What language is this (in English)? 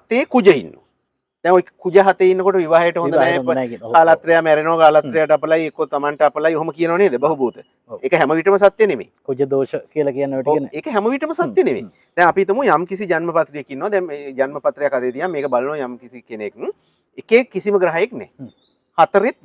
Sinhala